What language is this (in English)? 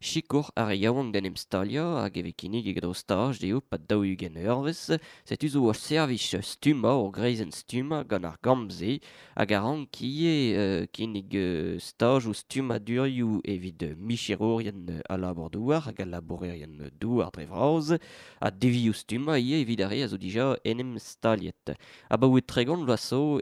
Breton